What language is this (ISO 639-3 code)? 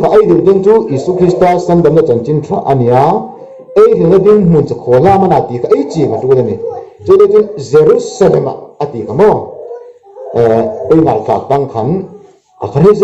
hmr